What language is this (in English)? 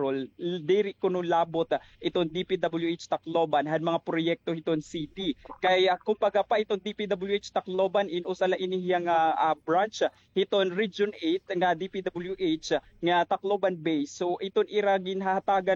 Waray